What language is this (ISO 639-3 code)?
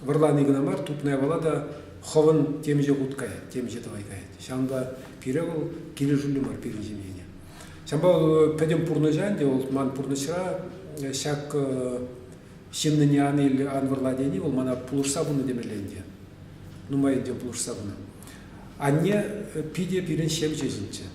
chv